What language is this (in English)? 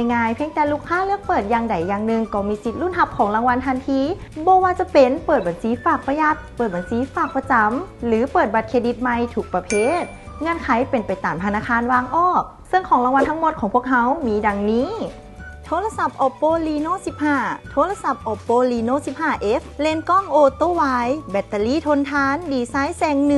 Lao